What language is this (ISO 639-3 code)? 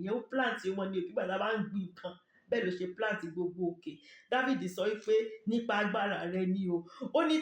yor